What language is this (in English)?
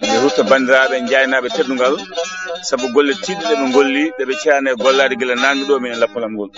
Fula